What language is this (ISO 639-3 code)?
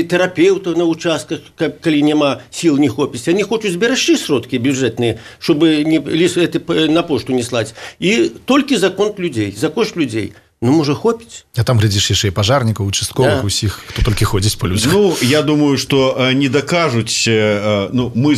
bel